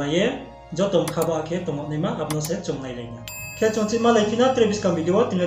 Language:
Riang (India)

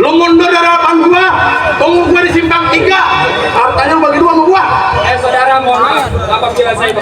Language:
Betawi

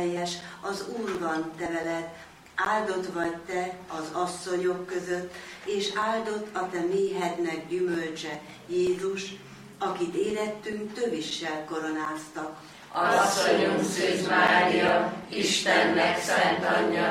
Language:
Hungarian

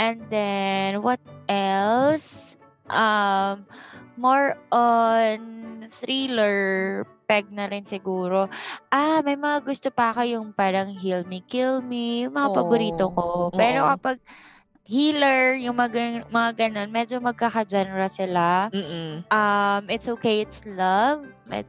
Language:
Filipino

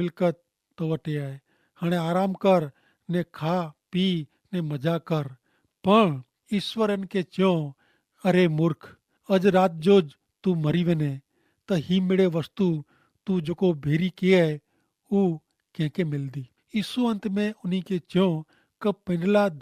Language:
Kachhi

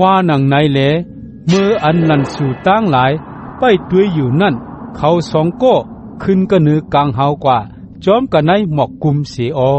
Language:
Shan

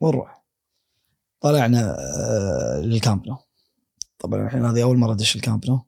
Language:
Gulf Arabic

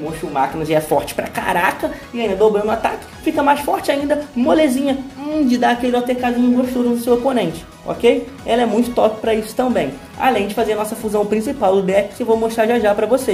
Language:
Portuguese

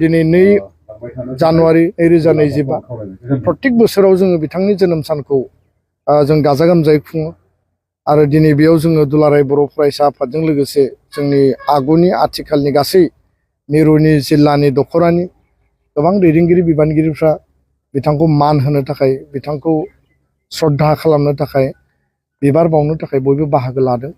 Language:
Bodo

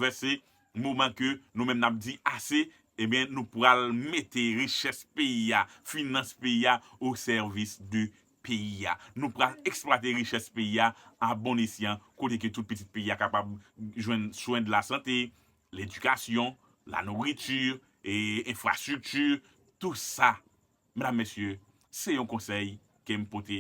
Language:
Haitian Creole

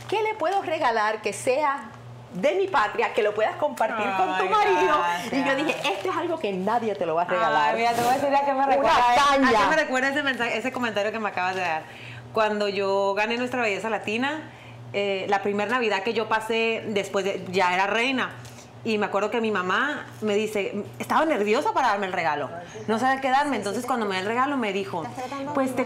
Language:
Spanish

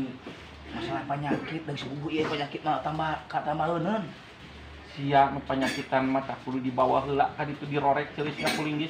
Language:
Sundanese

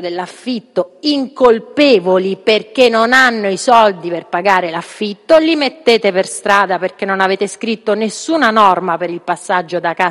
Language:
Italian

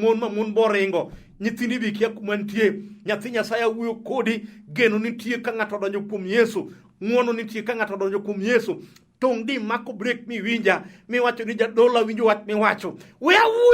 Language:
Luo (Kenya and Tanzania)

